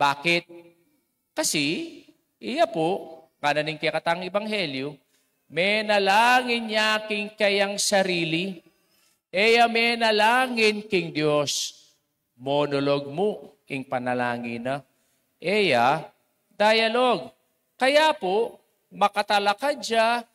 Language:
Pampanga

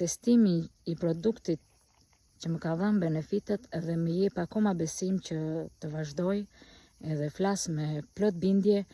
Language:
Albanian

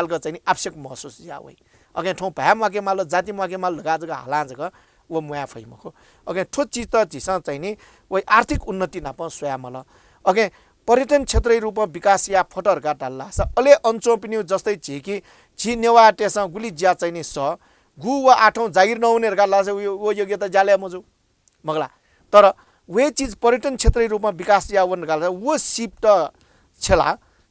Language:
Newari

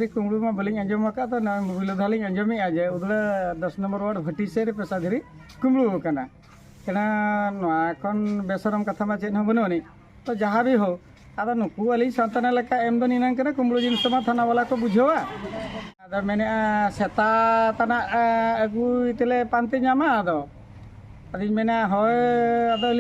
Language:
Santali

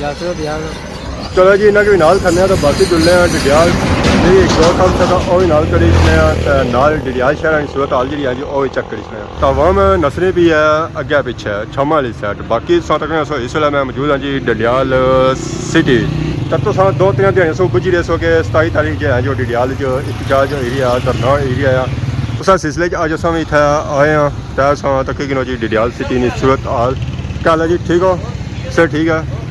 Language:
Pahari-Potwari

